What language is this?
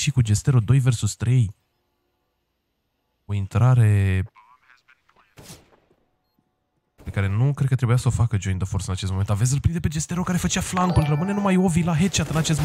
Romanian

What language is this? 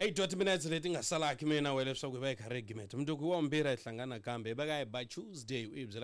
Tsonga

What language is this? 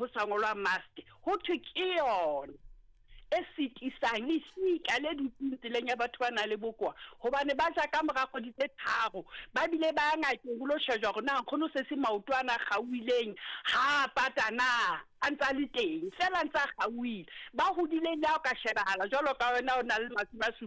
Southern Sotho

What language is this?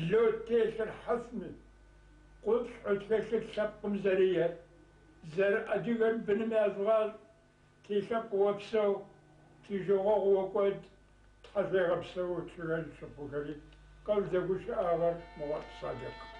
Kabardian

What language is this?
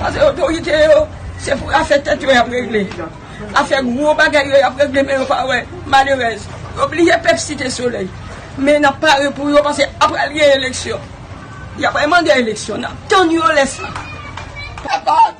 Haitian Creole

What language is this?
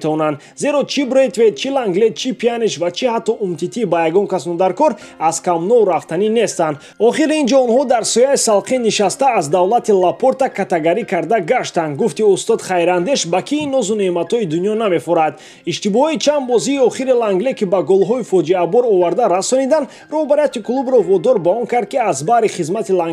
Tajik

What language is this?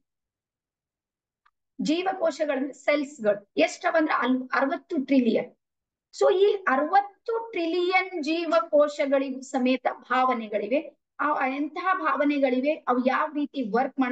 Kannada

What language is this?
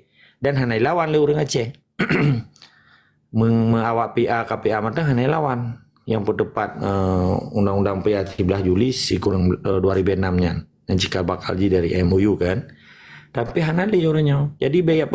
Achinese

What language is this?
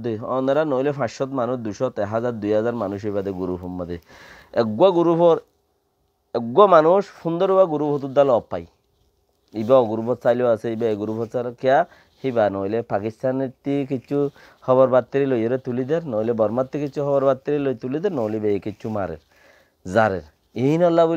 Rohingya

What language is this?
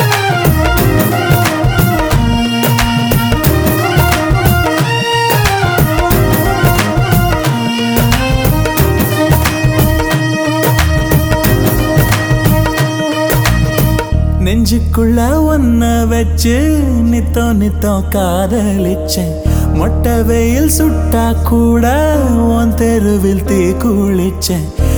Tamil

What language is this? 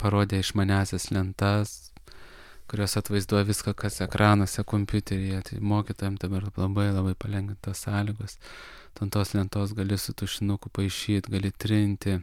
Lithuanian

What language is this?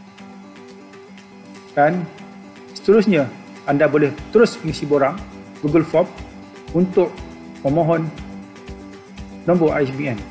Malay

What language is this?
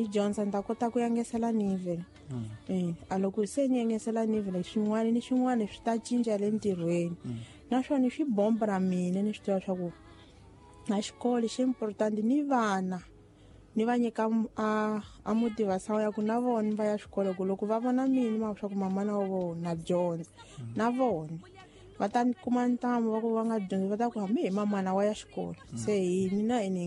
Tsonga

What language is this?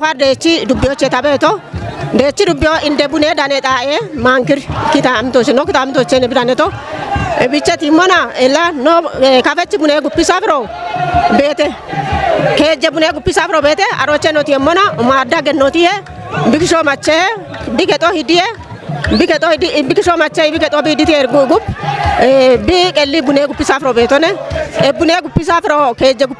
Kafa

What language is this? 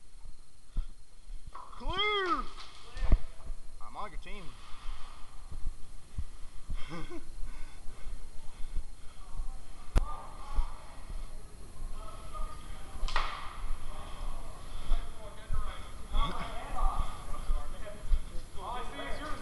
English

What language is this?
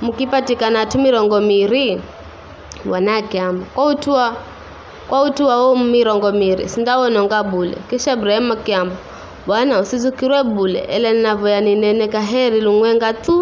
Giryama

